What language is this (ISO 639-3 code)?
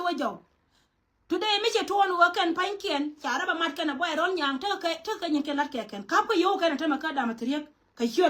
nus